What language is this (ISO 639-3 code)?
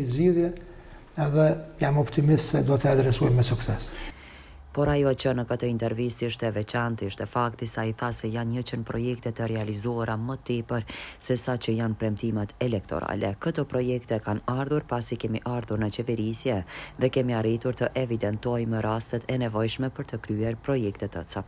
sqi